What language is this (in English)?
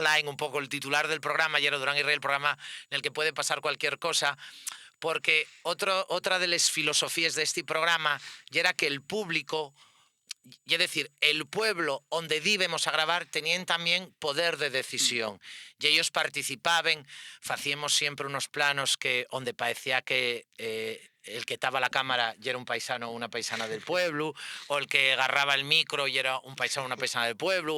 Asturian